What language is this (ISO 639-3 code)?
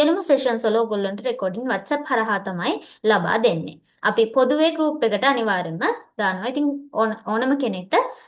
sin